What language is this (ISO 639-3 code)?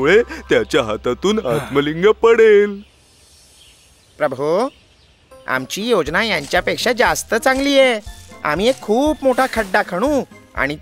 mar